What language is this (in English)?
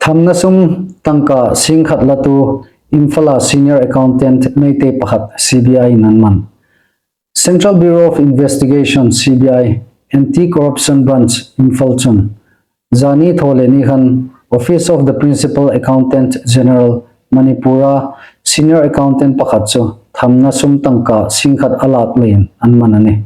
Hmar